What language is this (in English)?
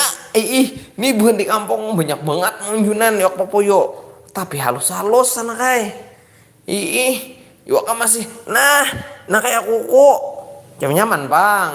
Banjar